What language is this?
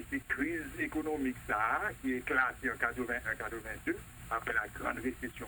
Haitian Creole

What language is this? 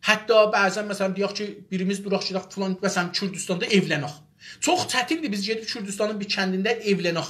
South Azerbaijani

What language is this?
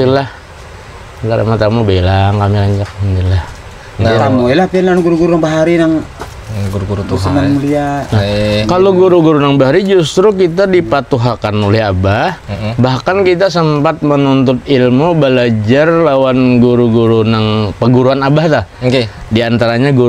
Banjar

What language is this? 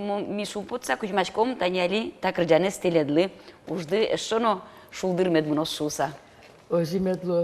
Udmurt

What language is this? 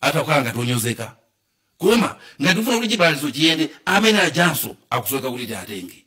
Nyanja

